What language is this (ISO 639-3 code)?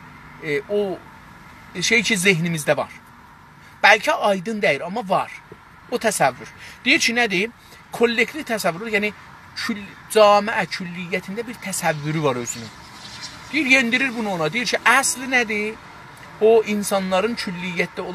azb